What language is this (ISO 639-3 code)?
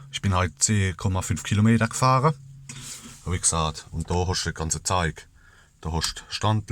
pfl